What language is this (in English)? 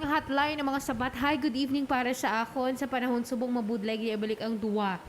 Hiligaynon